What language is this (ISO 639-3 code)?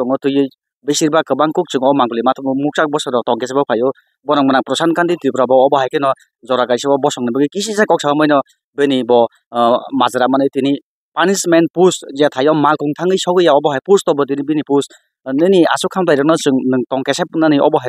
trp